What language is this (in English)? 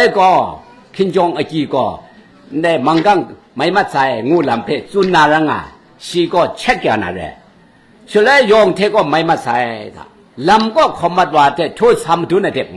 Kachin